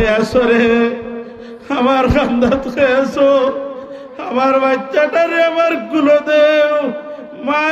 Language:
Sylheti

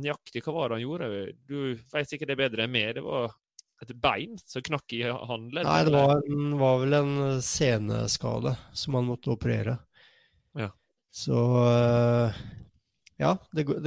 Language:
Norwegian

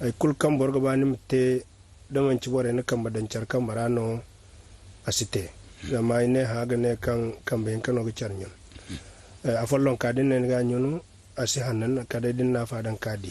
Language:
Zarma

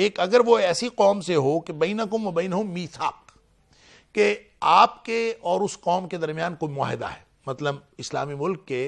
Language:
Urdu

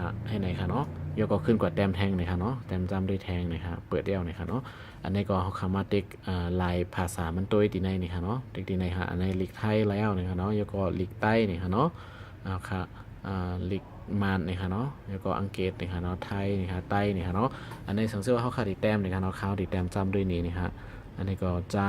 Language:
Shan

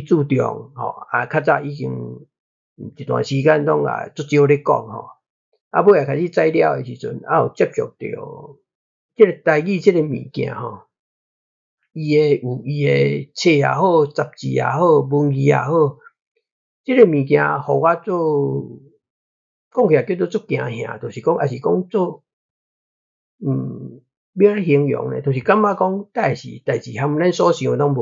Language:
Min Nan Chinese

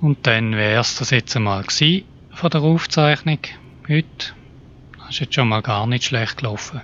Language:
Swiss German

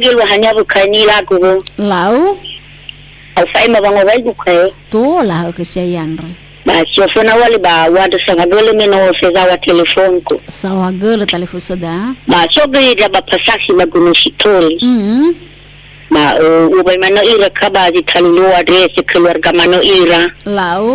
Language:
Nias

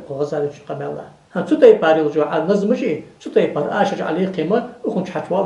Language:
Ingush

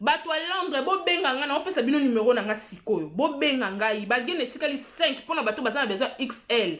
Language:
Lingala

